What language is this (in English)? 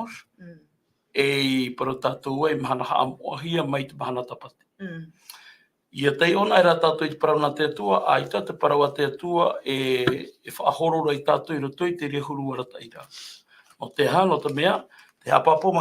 Tahitian